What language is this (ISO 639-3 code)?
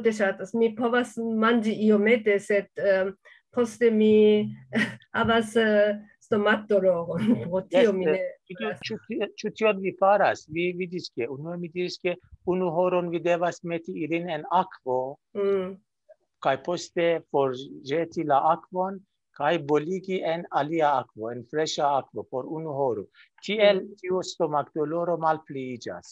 epo